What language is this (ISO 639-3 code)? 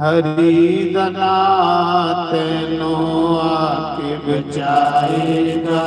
doi